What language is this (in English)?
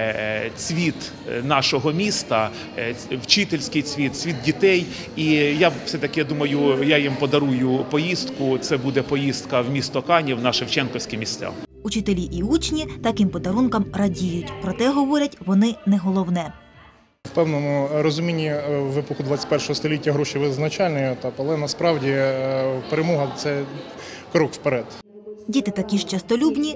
Ukrainian